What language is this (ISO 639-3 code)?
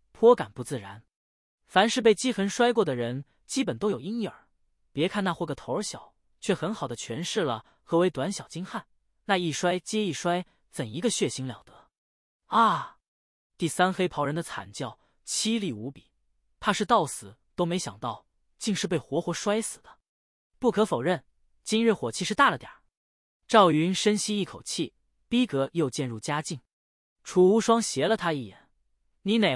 zho